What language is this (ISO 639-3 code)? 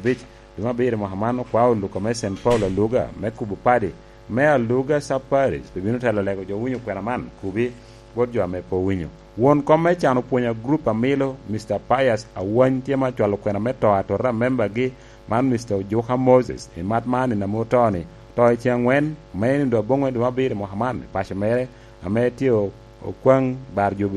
laj